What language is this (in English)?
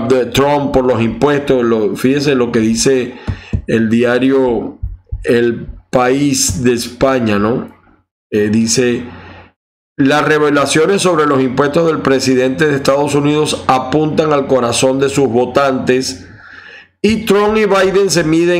Spanish